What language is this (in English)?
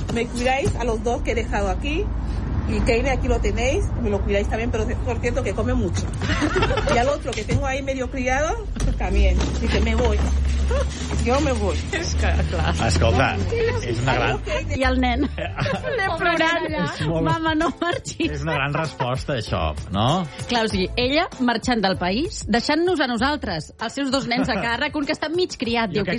Catalan